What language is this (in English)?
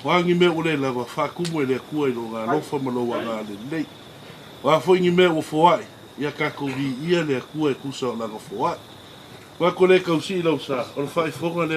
Samoan